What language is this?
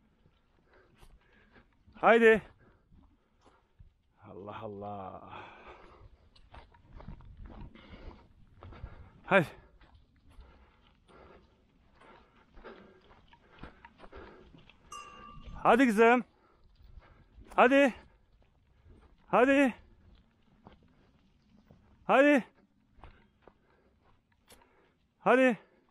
Turkish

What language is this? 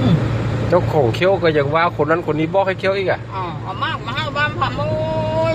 Northeastern Thai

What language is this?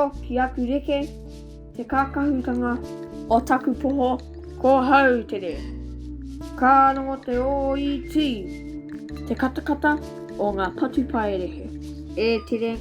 Māori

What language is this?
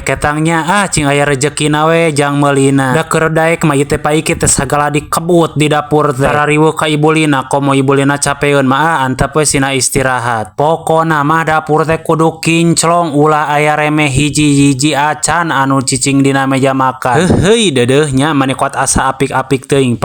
Sundanese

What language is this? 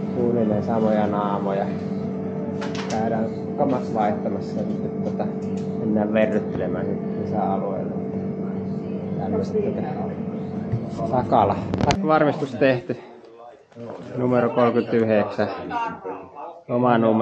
Finnish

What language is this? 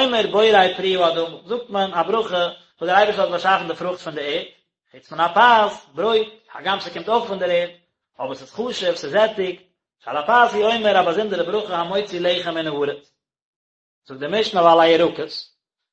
Yiddish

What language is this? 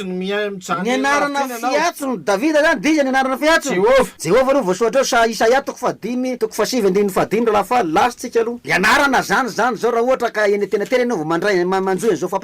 Malagasy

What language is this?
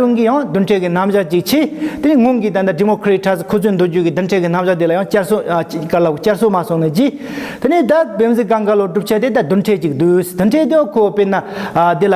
Tibetan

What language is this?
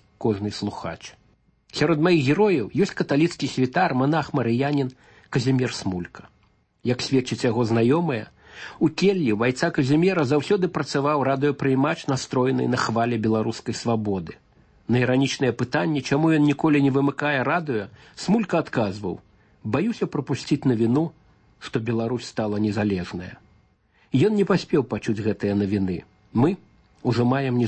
Belarusian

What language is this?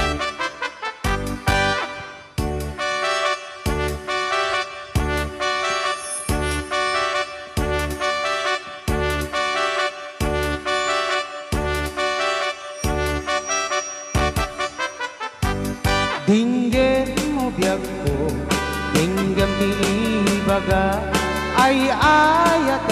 Iloko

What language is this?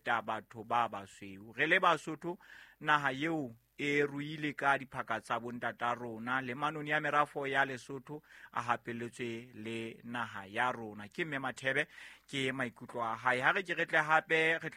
Southern Sotho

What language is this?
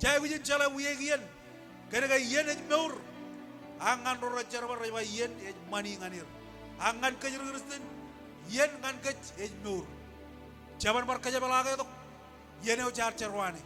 Marshallese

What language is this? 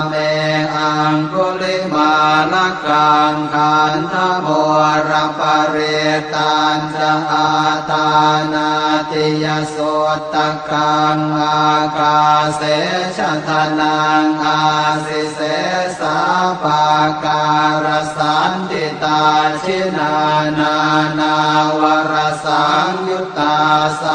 Pali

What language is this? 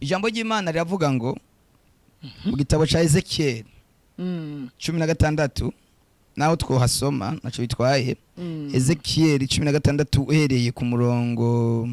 Rundi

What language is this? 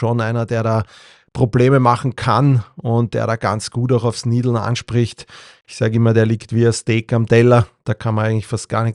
German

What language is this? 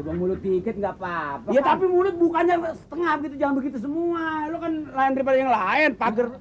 Betawi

